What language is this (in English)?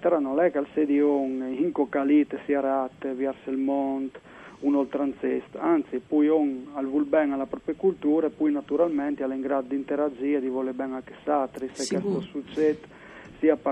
Friulian